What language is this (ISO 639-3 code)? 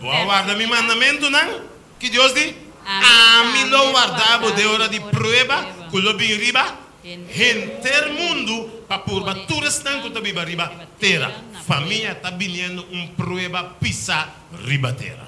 pap